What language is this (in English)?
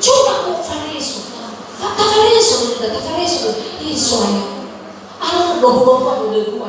Nias